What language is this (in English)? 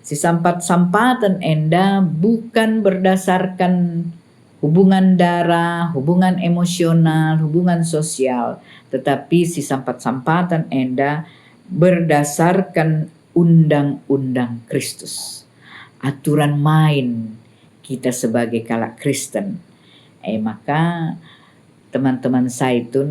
Batak Karo